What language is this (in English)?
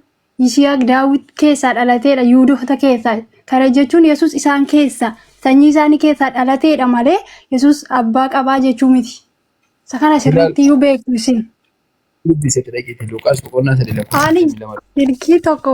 Oromo